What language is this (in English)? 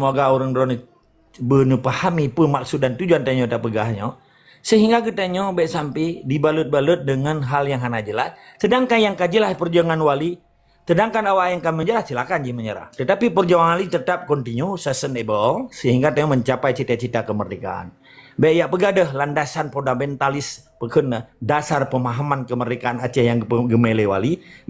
Achinese